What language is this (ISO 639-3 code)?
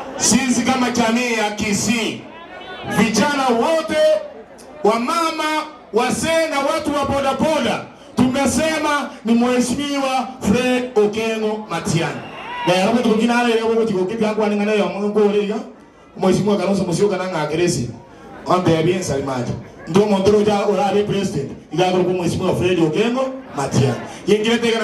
guz